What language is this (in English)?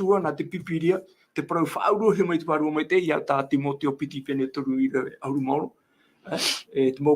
Tahitian